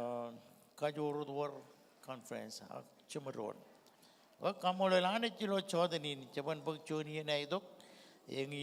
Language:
Marshallese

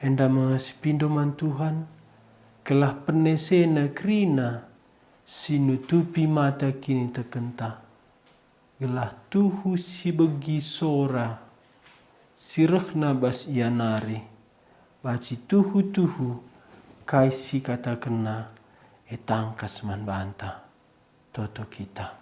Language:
Batak Karo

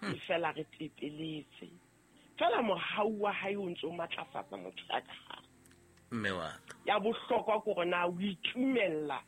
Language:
Southern Sotho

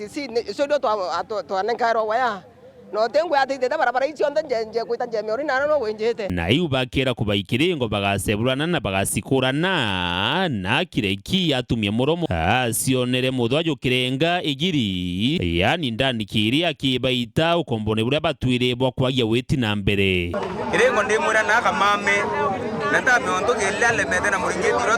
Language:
Meru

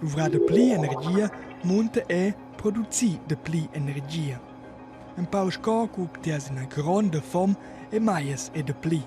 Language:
Romansh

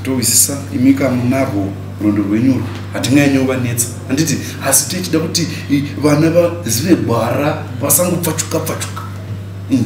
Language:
Shona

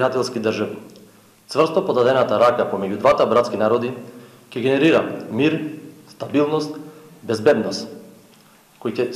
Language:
Macedonian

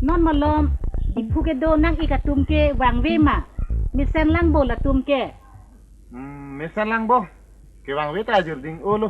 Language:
Karbi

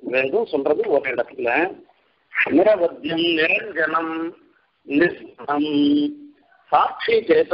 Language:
Tamil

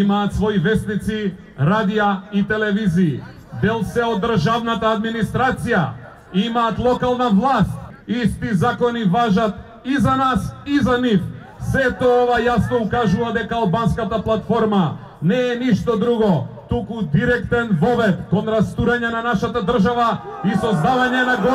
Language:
Macedonian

